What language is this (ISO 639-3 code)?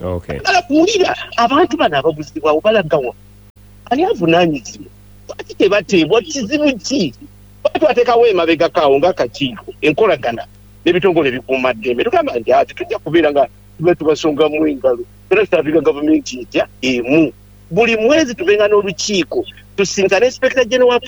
lug